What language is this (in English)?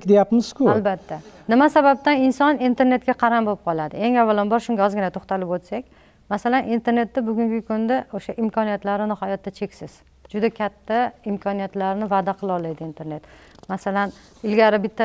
Uzbek